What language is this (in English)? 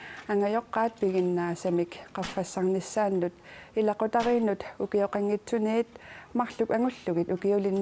Kalaallisut